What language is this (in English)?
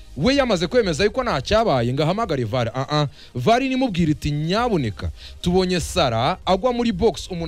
Kinyarwanda